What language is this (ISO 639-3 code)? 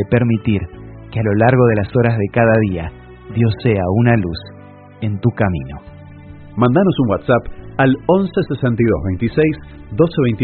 spa